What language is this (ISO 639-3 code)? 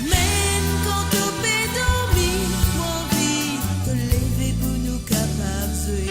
mfe